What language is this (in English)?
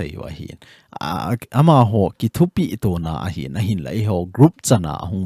Thado Chin